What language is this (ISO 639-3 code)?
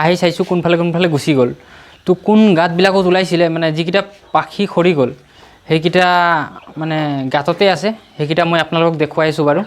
asm